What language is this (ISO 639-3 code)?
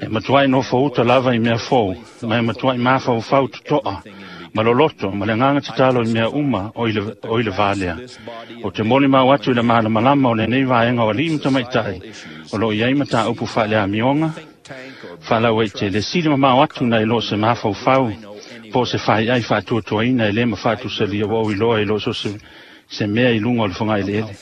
smo